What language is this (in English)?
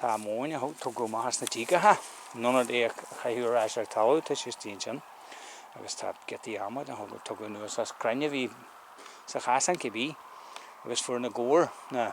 Irish